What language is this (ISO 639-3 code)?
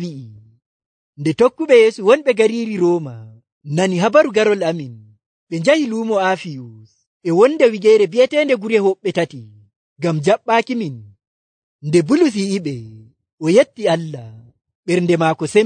fuv